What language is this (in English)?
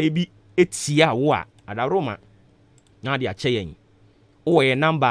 Akan